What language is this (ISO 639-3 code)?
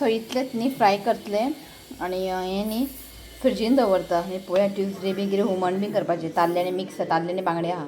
kok